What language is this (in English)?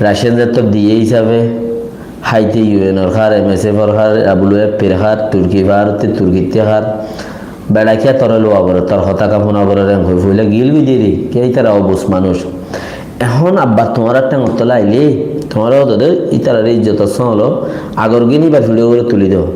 Rohingya